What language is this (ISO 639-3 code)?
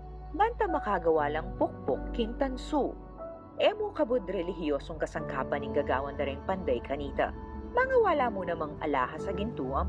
pam